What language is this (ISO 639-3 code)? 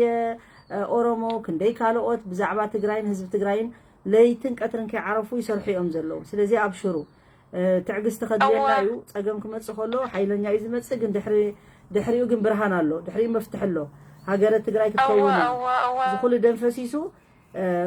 tir